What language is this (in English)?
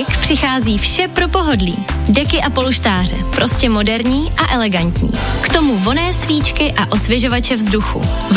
Czech